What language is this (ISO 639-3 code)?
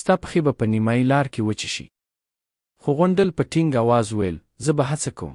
pus